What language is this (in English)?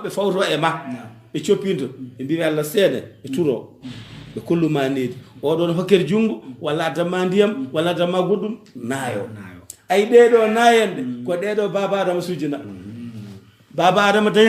Fula